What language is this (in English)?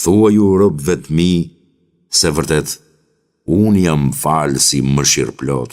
Albanian